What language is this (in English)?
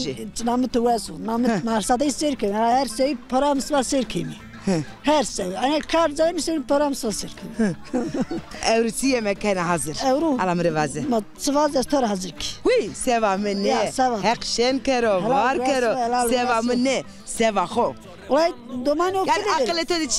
Zaza